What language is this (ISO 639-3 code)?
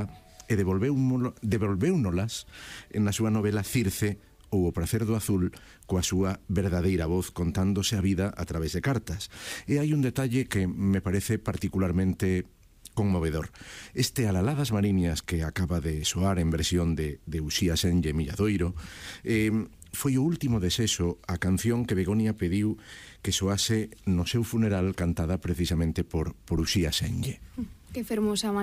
glg